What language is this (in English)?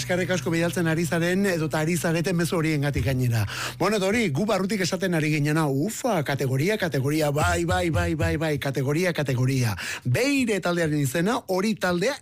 Basque